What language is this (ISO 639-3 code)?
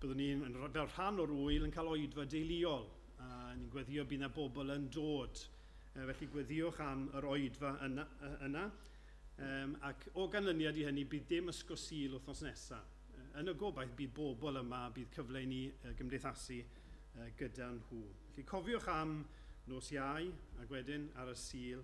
cym